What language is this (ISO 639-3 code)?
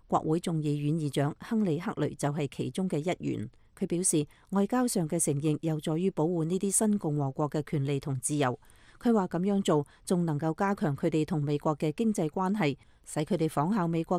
yue